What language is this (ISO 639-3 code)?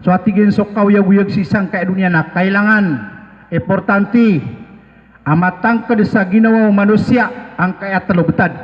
mrw